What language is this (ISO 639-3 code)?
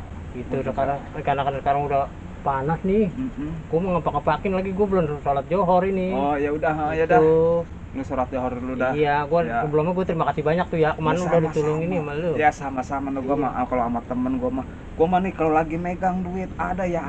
bew